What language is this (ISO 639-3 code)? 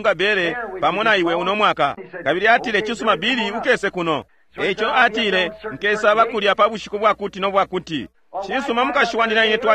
bem